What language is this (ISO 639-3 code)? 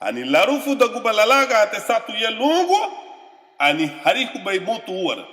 cab